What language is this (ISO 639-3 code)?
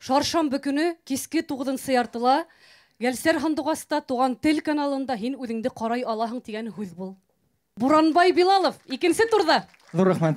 bak